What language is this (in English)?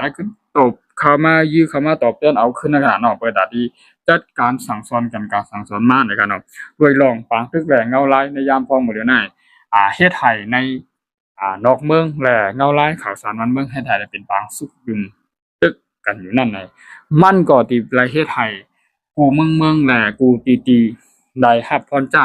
Shan